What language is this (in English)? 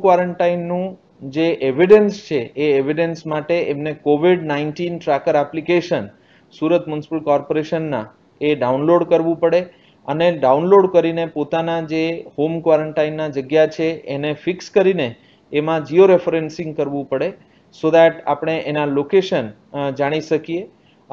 Gujarati